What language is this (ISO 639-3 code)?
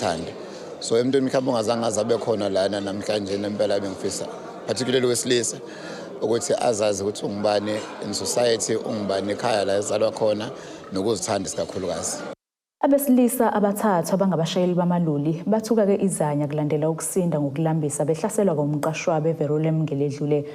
zul